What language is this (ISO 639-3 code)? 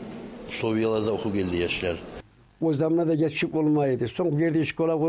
kum